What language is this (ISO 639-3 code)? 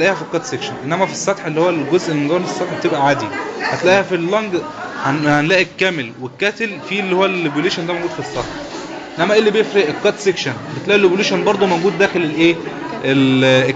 arz